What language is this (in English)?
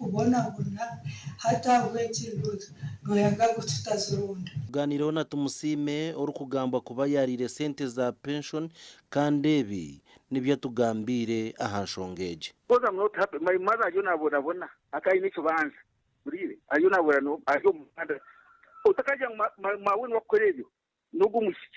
Nyankole